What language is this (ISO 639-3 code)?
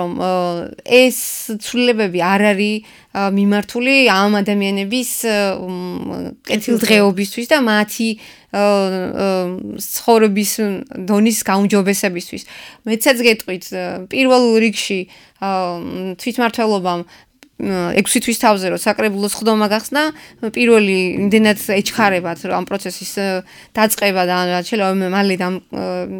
kat